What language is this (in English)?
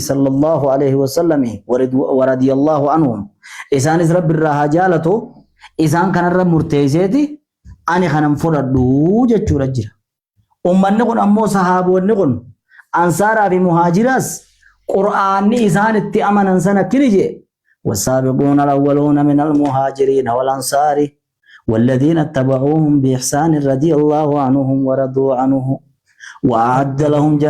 Oromo